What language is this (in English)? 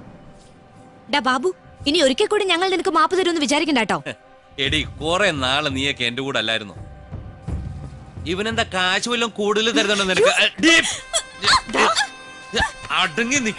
Malayalam